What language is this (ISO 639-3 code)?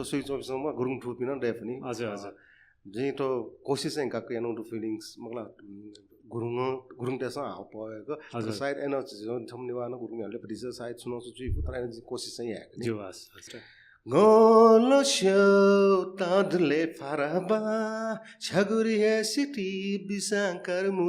new